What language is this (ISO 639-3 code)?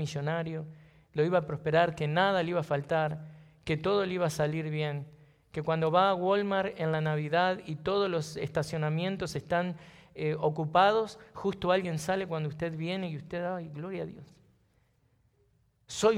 spa